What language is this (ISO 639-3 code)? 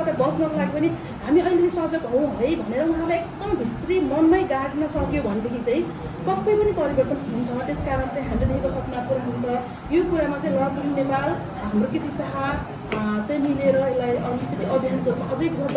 nep